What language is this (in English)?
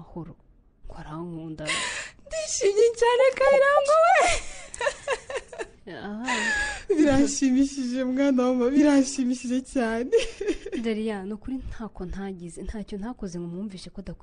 Kinyarwanda